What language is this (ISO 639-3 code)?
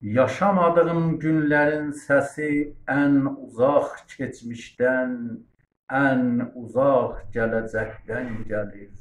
azb